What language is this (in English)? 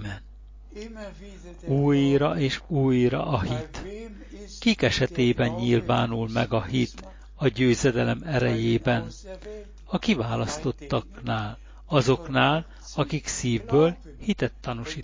Hungarian